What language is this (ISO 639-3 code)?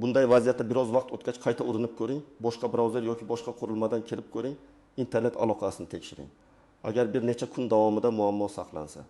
uzb